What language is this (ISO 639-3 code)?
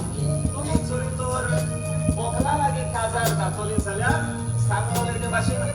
kok